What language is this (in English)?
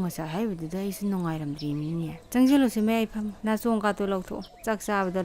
Manipuri